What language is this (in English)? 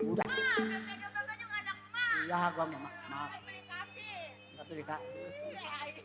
Betawi